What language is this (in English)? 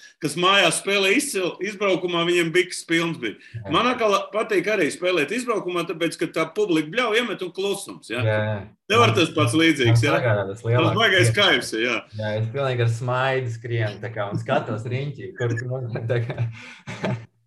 Latvian